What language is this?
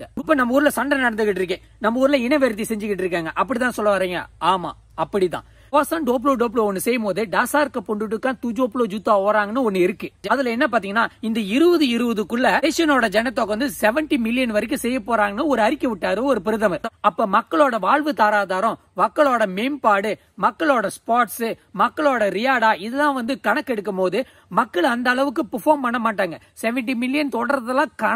Tamil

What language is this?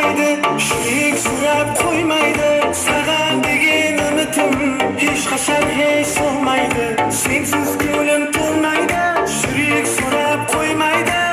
Kara-Kalpak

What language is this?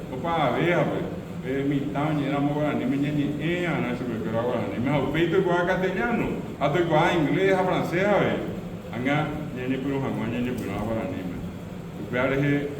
Guarani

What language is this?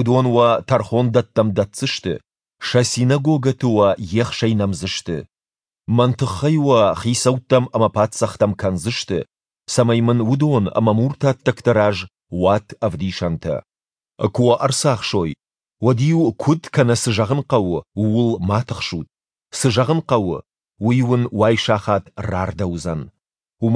Ossetic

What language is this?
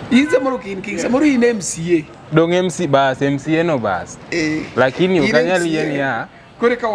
Luo (Kenya and Tanzania)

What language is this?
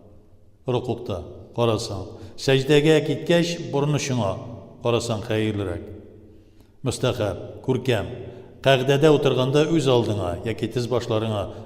Tatar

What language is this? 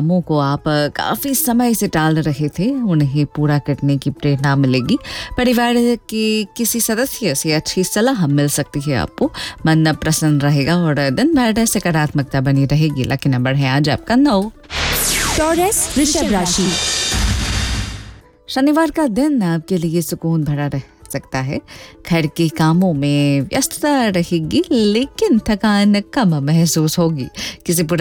Hindi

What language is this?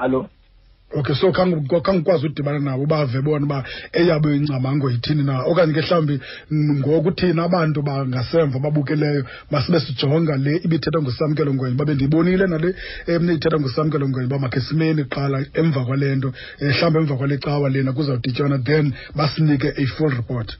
Xhosa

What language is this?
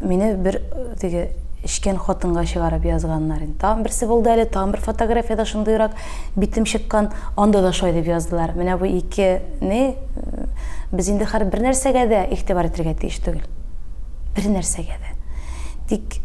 Tatar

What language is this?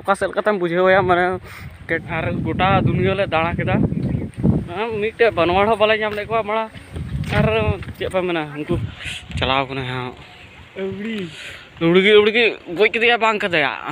Santali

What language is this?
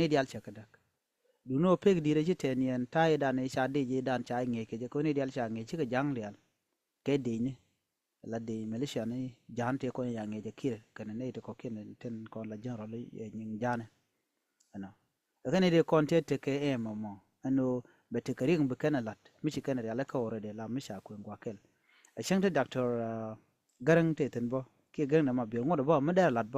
Nuer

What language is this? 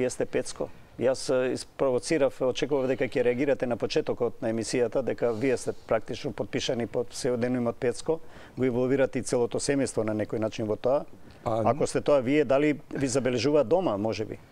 Macedonian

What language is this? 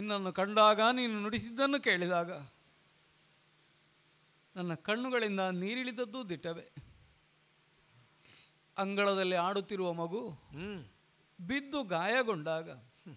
Kannada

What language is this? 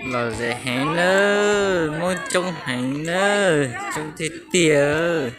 Hmong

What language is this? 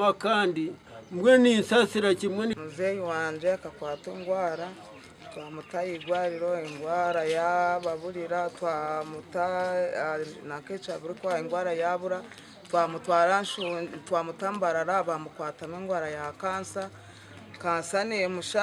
Nyankole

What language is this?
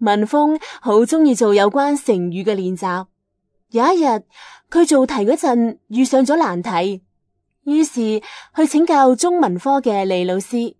Cantonese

